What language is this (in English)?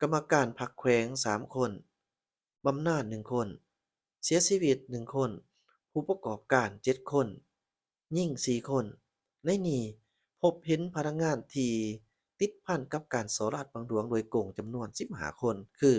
Lao